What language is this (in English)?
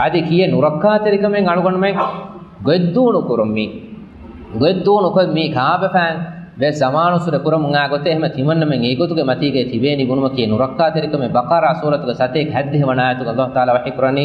Divehi